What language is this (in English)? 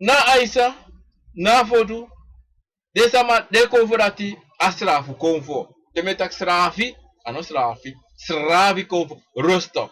Sranan Tongo